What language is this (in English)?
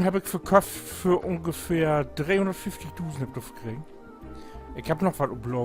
Low German